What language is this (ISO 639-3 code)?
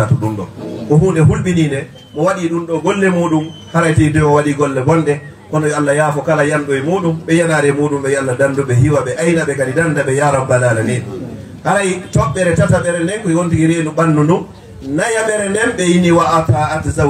ful